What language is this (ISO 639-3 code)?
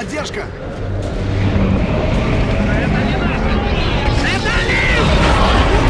rus